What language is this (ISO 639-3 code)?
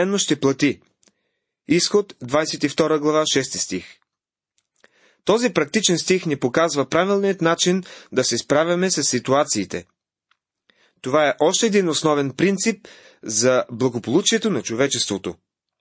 bul